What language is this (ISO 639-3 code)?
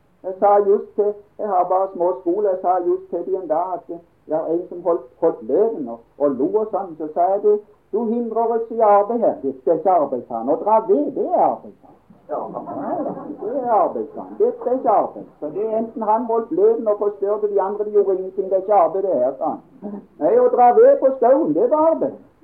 nor